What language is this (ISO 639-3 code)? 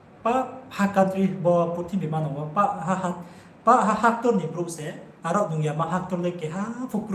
ria